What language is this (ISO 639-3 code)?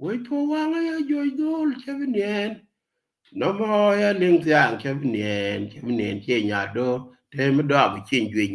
nus